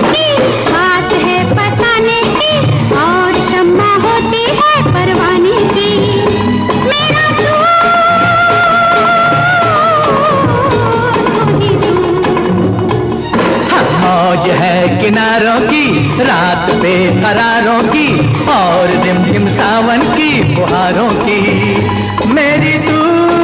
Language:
Hindi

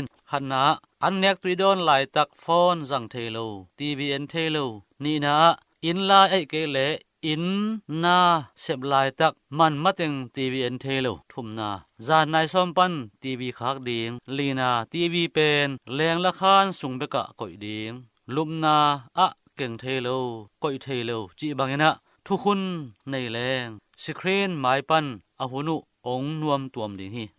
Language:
Tedim Chin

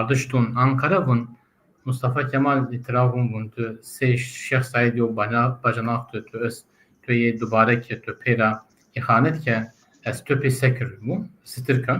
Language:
Zaza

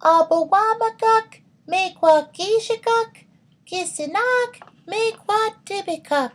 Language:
Chippewa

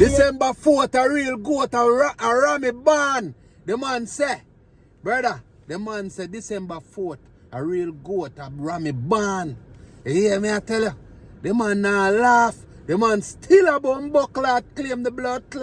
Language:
Jamaican Creole English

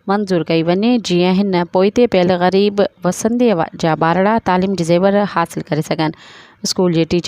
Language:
Sindhi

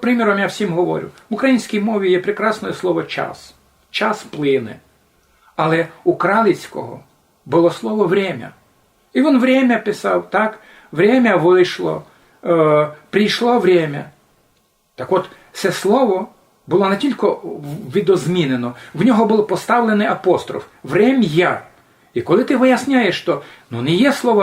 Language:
Rusyn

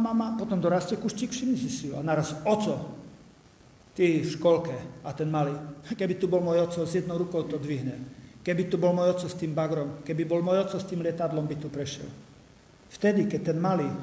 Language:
Slovak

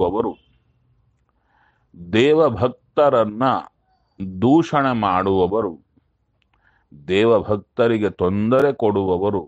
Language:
Kannada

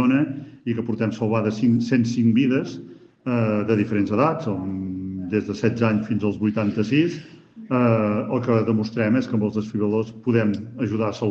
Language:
Catalan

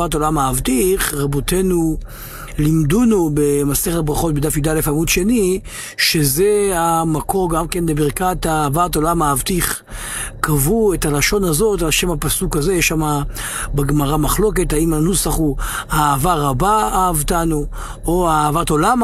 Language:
Hebrew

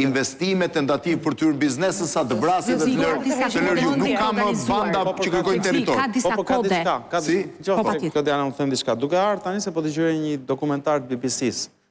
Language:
Albanian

